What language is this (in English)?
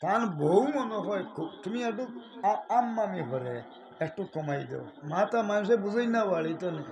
Sylheti